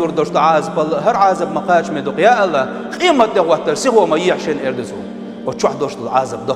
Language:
Chechen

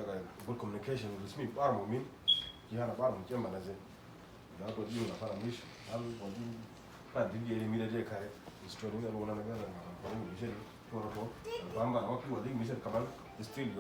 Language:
Uduk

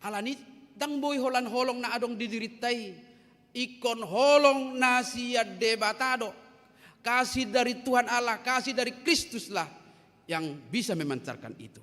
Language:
Batak Toba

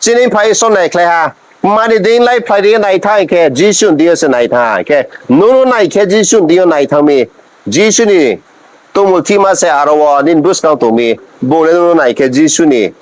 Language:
Riang (India)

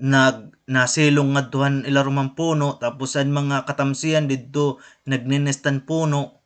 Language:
Waray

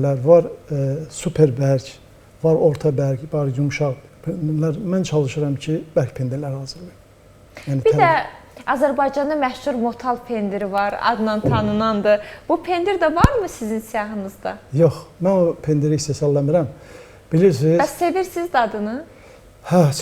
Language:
Azerbaijani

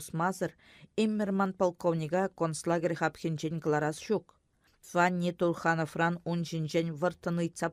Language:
Chuvash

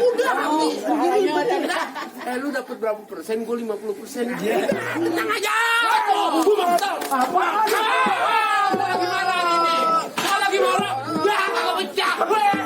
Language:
Betawi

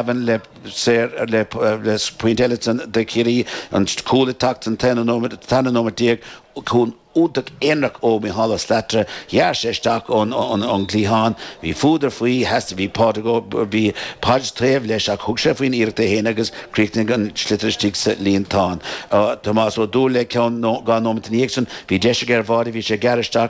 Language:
Irish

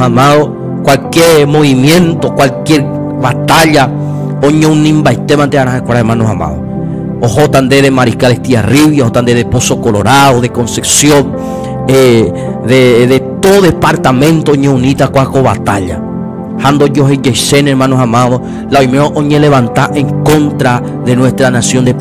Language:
Guarani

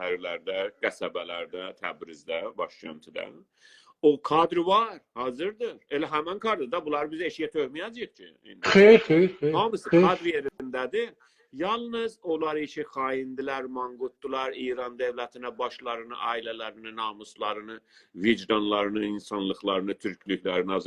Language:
South Azerbaijani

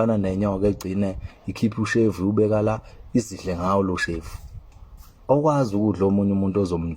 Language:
Zulu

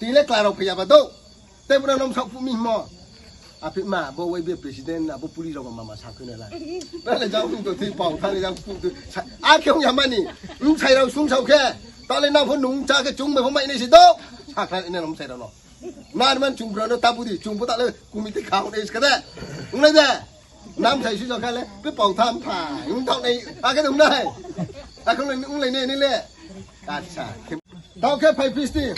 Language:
Riang (India)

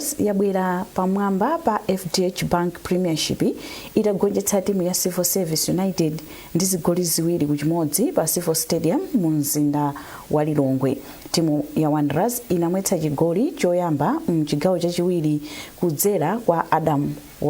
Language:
Nyanja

